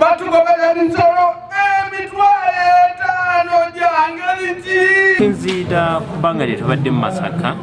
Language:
Ganda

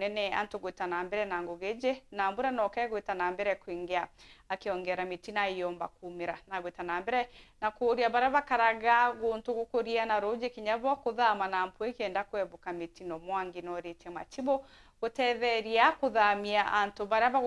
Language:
Meru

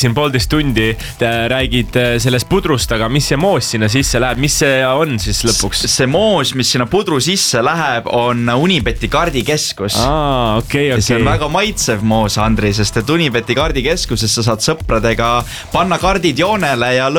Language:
Estonian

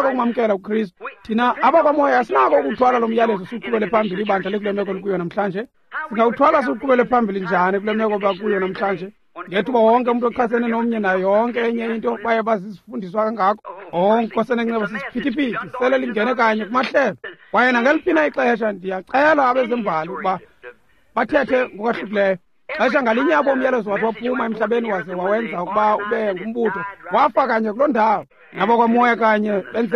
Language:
Xhosa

